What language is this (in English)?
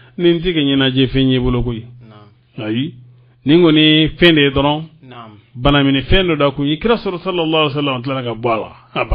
Bambara